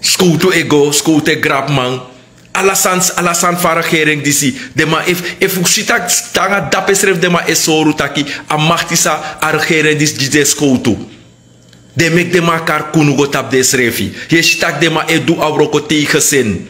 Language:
Sranan Tongo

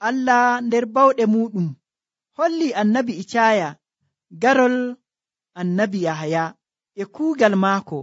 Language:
Nigerian Fulfulde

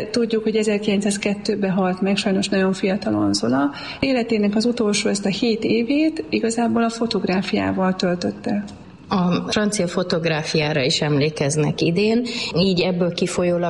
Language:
Hungarian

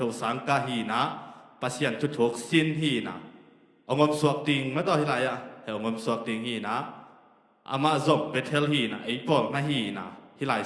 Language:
Tedim Chin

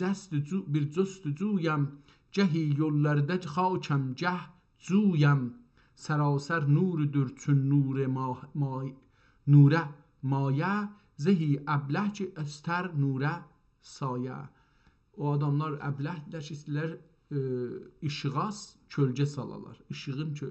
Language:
South Azerbaijani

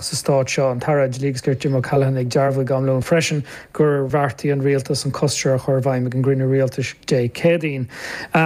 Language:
Irish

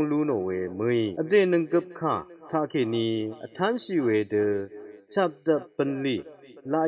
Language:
Rawang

